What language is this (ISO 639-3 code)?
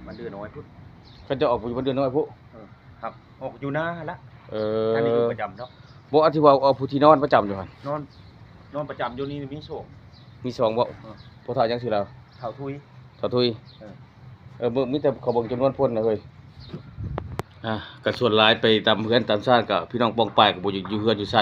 lao